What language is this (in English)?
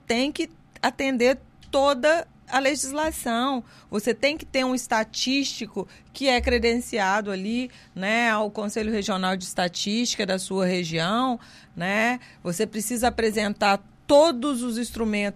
Portuguese